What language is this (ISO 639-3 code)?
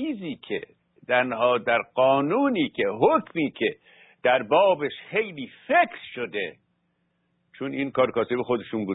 fas